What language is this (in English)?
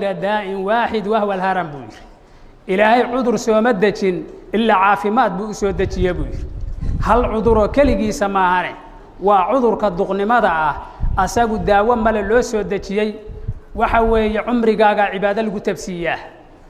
Somali